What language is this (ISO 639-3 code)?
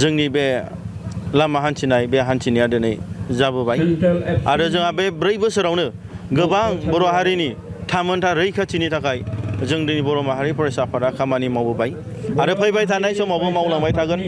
brx